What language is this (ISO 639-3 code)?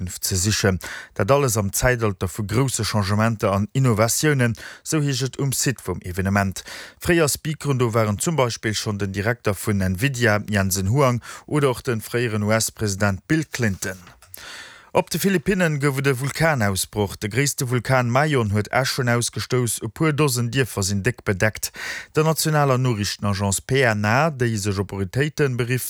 ltz